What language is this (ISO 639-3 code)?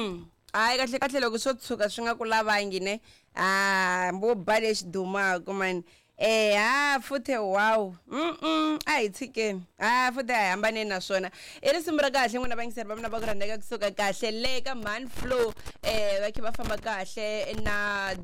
tso